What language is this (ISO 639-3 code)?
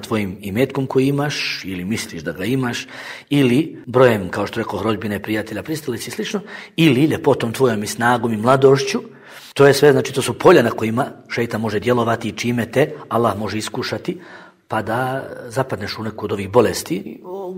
bos